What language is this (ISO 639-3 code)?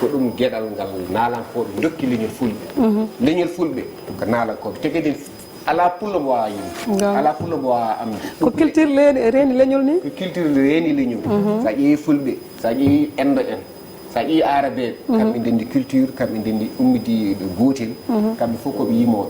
ful